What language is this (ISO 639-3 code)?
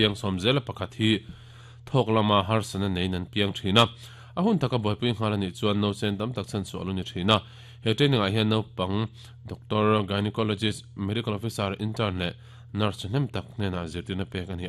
lus